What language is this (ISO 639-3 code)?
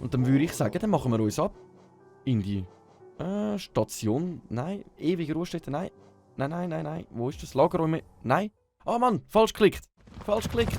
gsw